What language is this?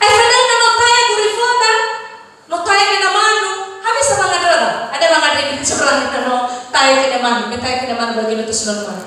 Nias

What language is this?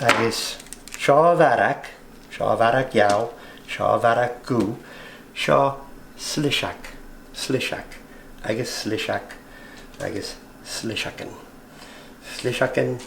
Scottish Gaelic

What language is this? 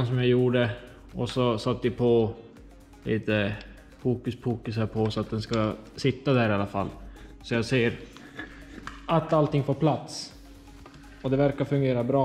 Swedish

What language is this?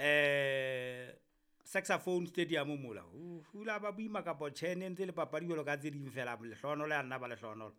Southern Sotho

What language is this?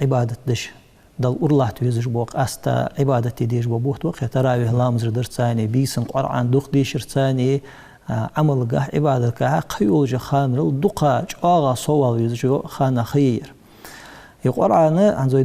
Ingush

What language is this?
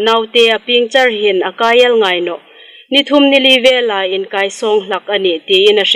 Hmar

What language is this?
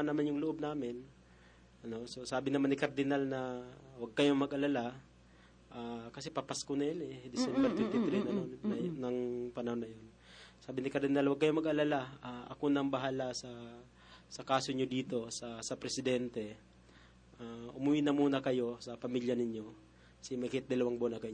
Filipino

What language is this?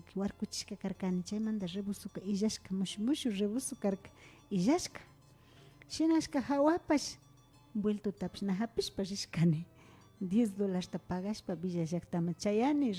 Imbabura Highland Quichua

